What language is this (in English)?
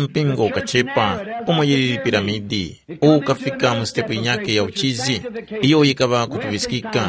Tumbuka